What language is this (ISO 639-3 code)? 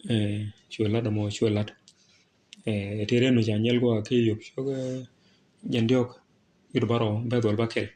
nus